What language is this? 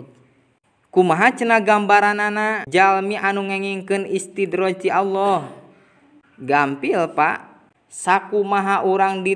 Sundanese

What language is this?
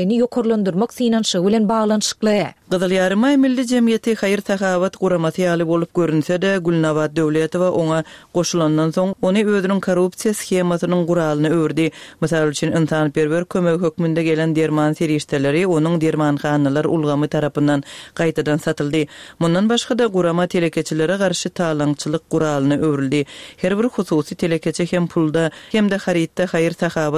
Turkmen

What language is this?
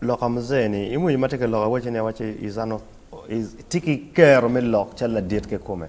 Acoli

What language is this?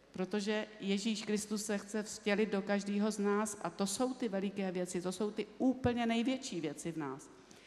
Czech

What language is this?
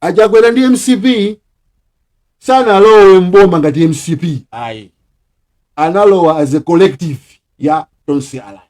Nyanja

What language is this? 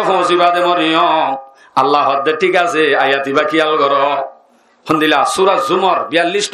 Rohingya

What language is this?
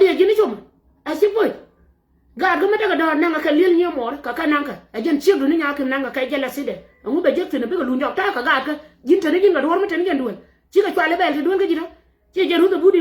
Nuer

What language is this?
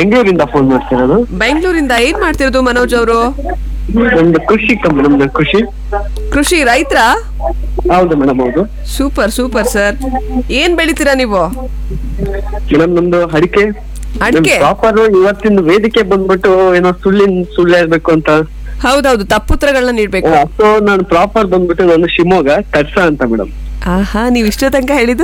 Kannada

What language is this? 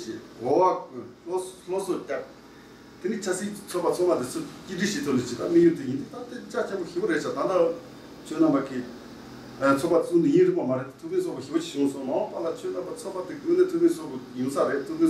Tibetan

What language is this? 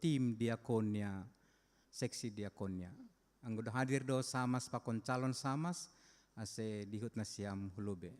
Batak Simalungun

